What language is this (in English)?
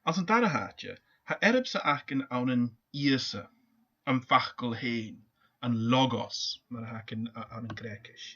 Scottish Gaelic